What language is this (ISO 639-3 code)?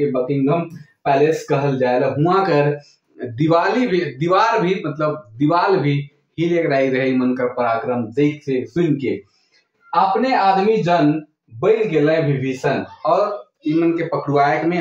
sck